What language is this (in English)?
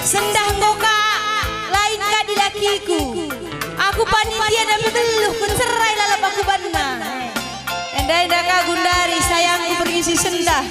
Batak Karo